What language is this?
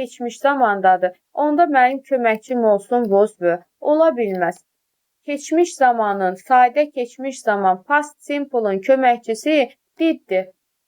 Azerbaijani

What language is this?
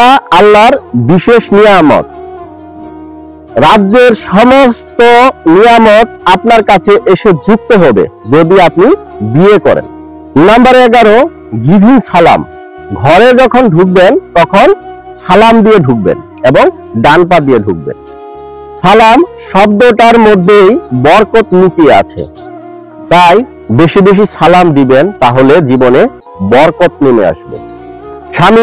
Bangla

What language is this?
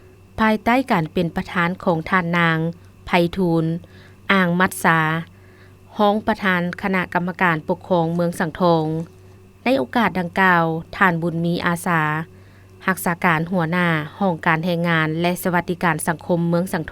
Lao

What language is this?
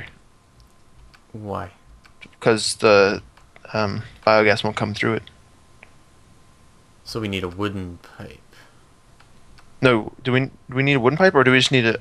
English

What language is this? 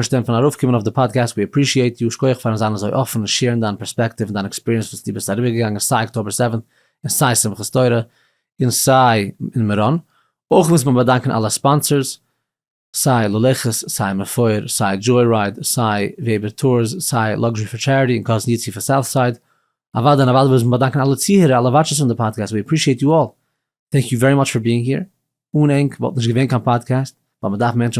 Yiddish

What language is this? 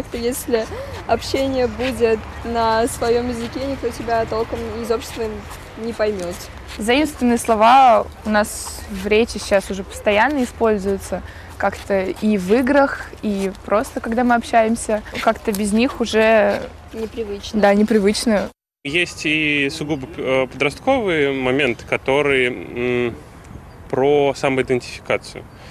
Russian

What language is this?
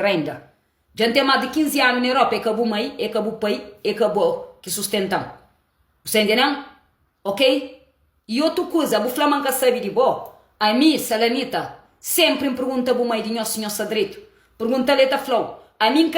Kabuverdianu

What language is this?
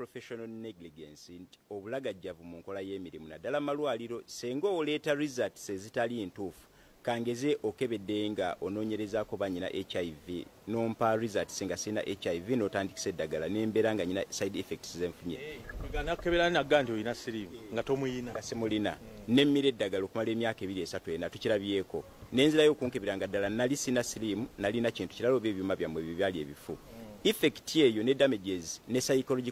Ganda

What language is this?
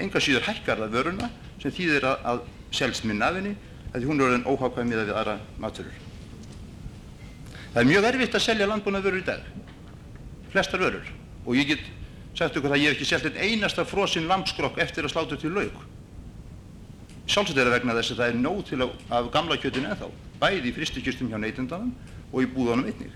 Icelandic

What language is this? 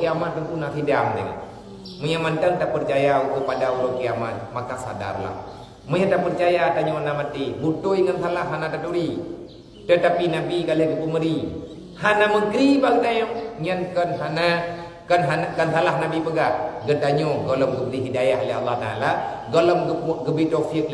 Achinese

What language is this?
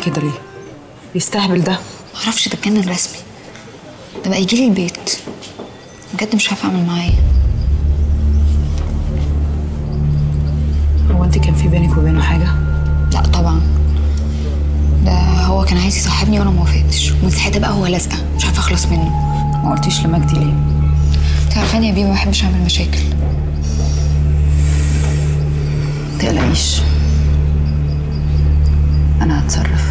Egyptian Arabic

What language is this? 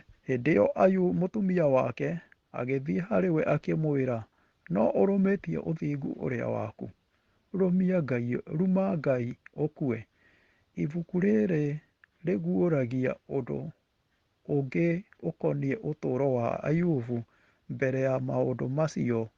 Kikuyu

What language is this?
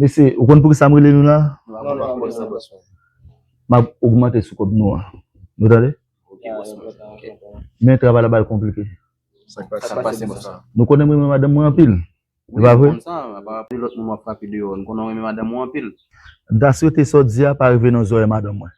Haitian Creole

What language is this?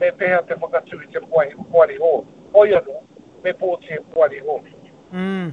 Māori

